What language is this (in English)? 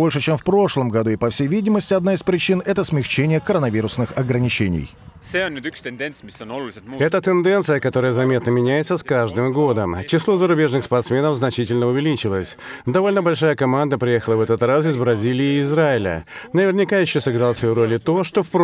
Russian